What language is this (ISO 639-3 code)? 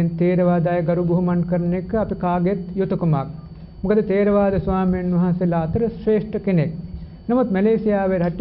sin